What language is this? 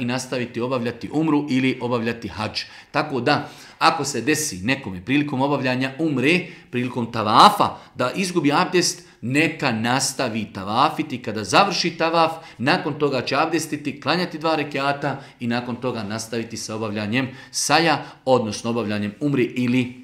Bosnian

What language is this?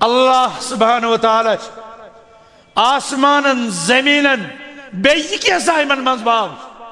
Kashmiri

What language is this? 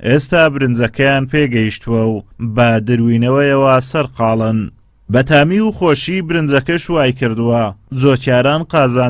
Central Kurdish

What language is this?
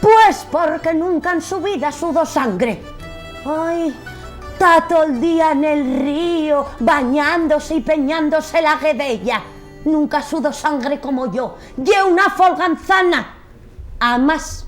Asturian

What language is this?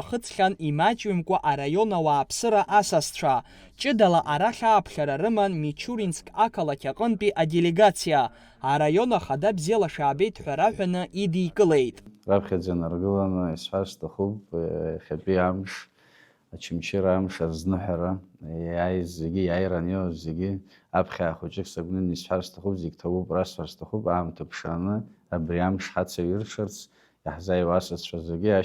Abkhazian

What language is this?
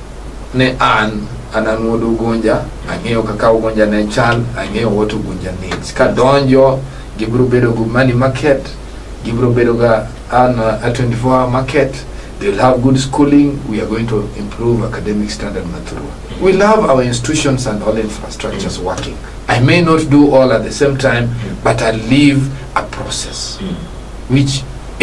Luo (Kenya and Tanzania)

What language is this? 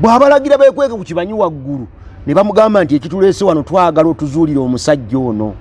Ganda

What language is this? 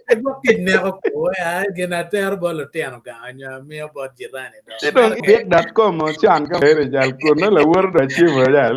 Acoli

